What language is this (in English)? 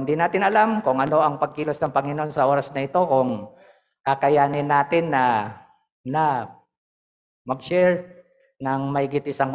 Filipino